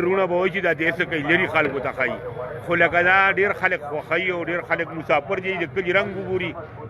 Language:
Pashto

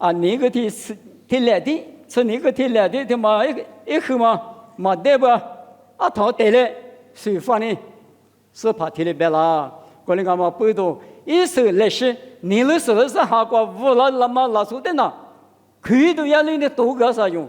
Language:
Lisu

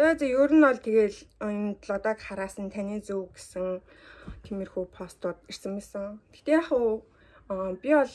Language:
Mongolian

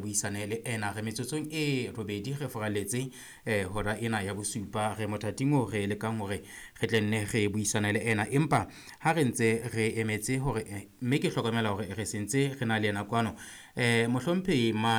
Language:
Southern Sotho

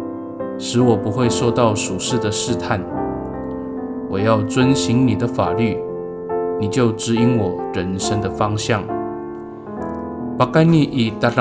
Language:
Amis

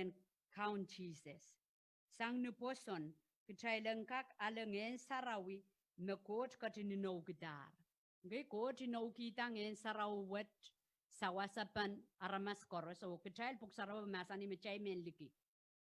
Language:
Pohnpeian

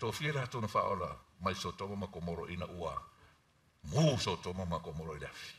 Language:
Samoan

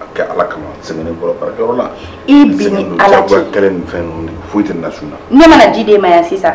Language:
Bambara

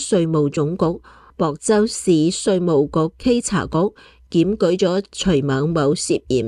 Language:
Cantonese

